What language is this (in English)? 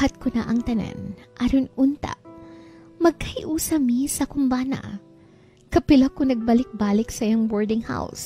Cebuano